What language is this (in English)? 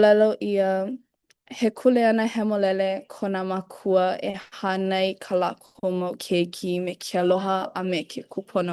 Hawaiian